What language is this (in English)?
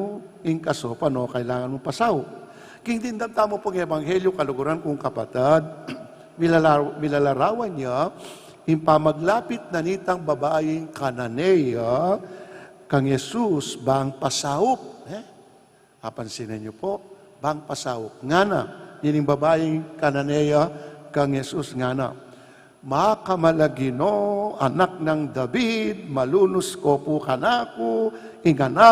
Pampanga